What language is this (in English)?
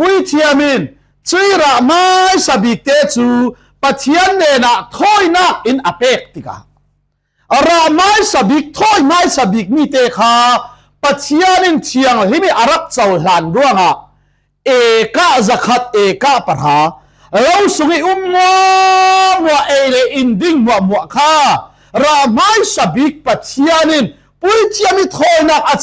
Falam Chin